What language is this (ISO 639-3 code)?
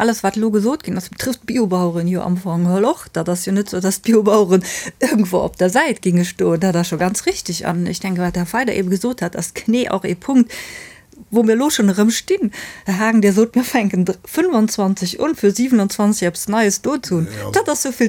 ltz